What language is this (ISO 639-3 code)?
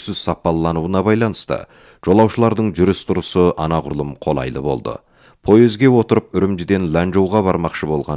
kaz